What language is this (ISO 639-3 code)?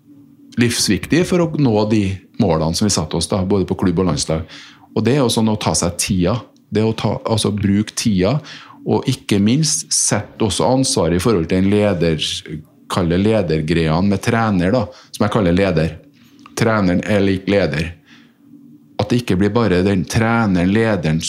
nor